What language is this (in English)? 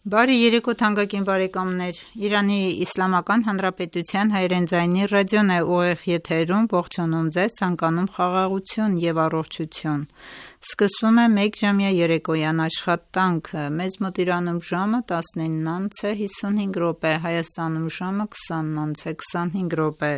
Armenian